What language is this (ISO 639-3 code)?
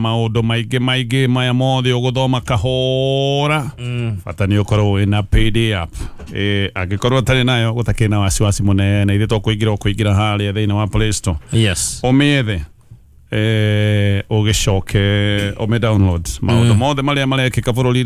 kik